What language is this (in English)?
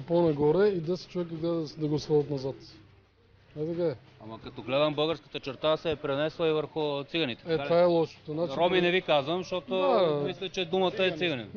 Bulgarian